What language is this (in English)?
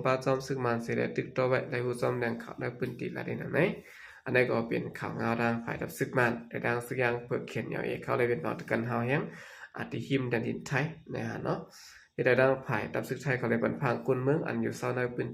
Shan